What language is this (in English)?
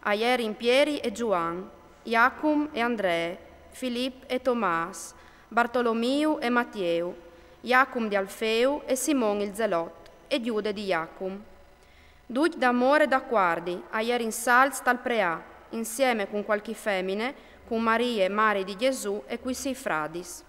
Friulian